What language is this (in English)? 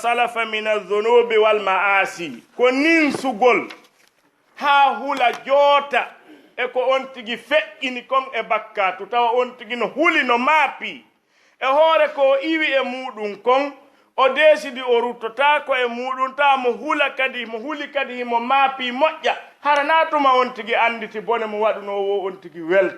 Fula